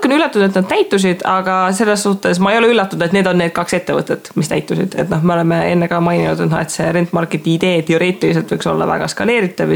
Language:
Estonian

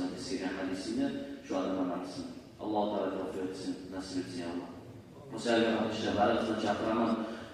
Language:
Kumyk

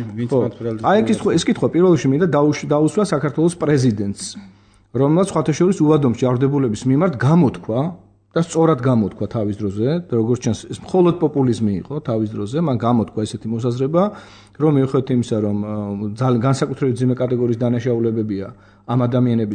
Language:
Georgian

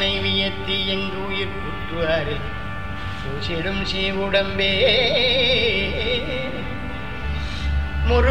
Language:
Tamil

